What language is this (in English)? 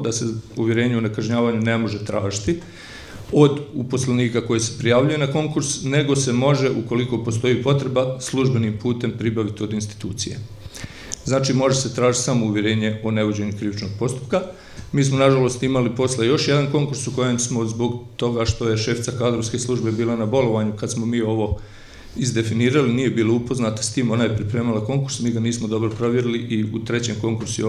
Bosnian